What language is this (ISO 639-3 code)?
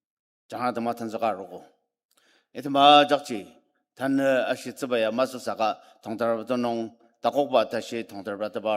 njo